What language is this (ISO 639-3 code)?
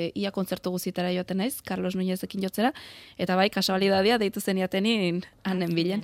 eus